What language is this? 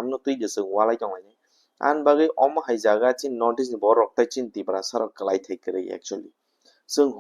Kok Borok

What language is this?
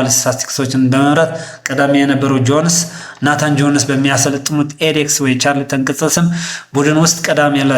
Amharic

